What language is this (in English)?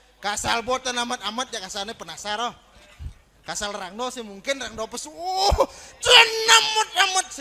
Balinese